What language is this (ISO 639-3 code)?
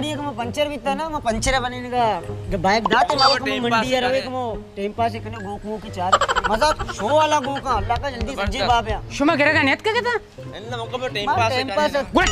bal